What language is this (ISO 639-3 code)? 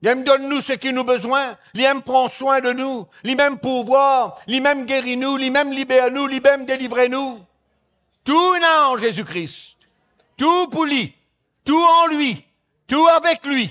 mfe